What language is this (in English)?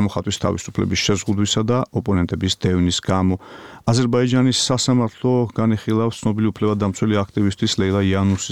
Georgian